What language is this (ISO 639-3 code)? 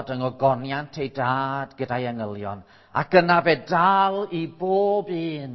cym